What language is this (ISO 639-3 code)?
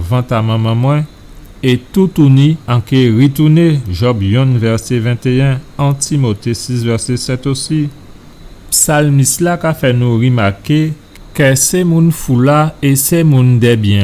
gcf